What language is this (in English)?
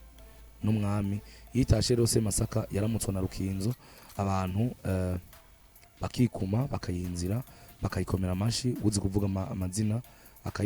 Rundi